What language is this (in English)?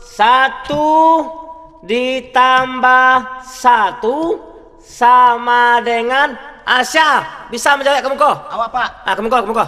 Minangkabau